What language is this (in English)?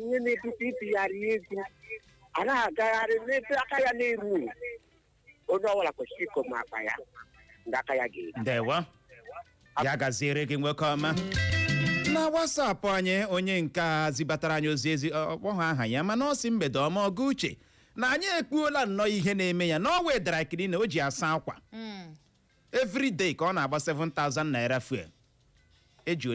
Igbo